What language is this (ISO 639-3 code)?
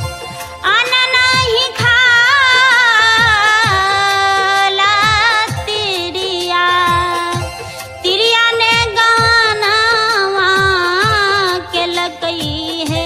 bho